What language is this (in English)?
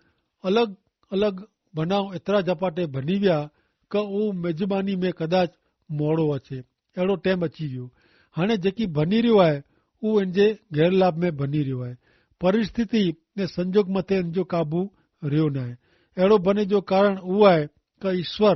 Kachhi